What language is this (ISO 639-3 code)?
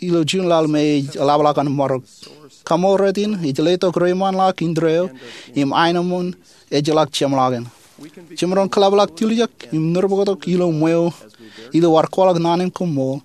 mah